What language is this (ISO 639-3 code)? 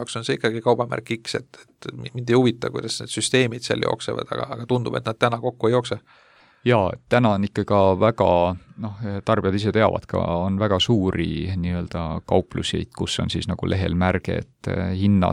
est